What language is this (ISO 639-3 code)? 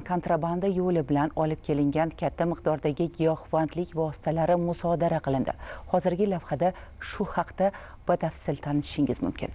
uzb